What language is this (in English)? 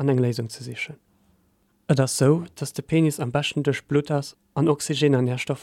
Luxembourgish